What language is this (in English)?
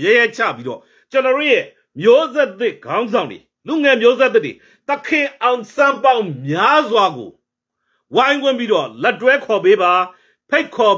Burmese